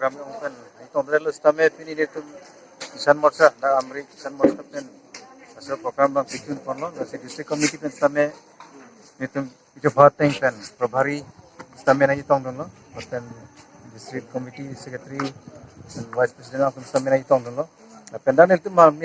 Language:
Karbi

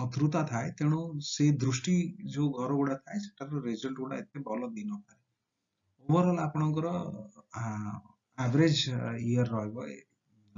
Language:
Odia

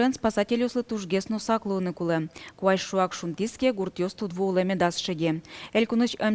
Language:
Udmurt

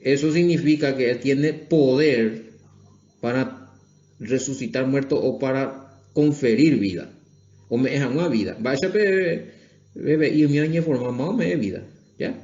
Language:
Guarani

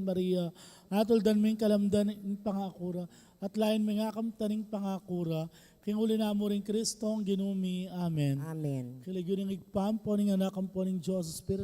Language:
Pampanga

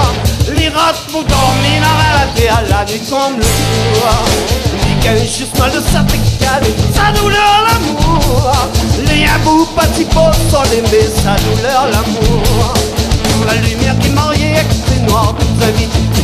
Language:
Réunion Creole French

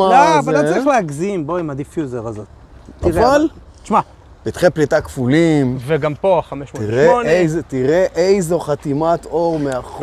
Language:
Hebrew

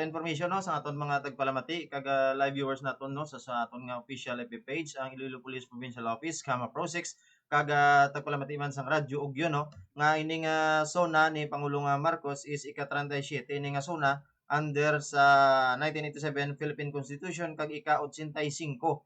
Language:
Hiligaynon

